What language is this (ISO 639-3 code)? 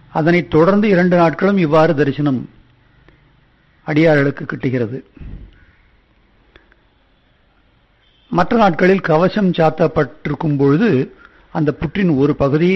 tam